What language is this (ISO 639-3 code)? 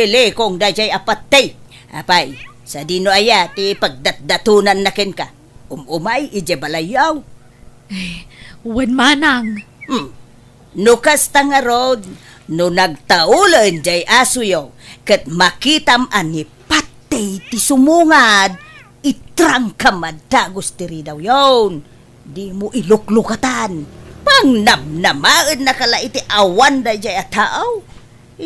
ilo